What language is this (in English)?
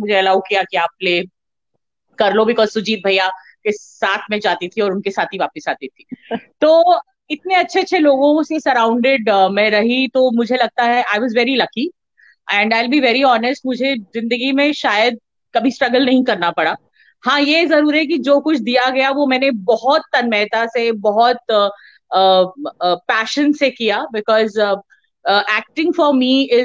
Hindi